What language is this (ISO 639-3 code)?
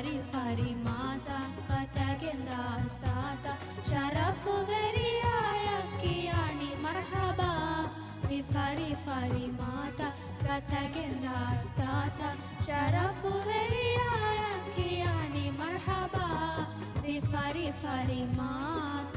div